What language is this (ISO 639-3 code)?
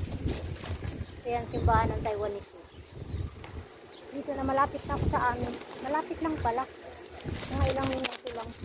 fil